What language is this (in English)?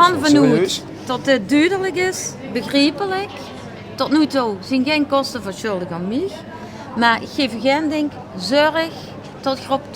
Limburgish